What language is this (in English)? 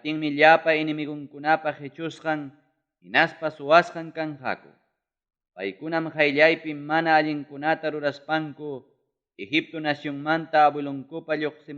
Ayacucho Quechua